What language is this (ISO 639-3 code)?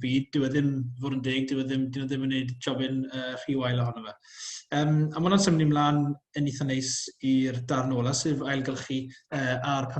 cym